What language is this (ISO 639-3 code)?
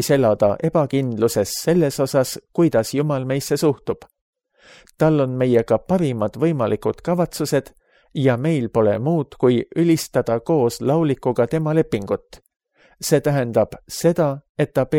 est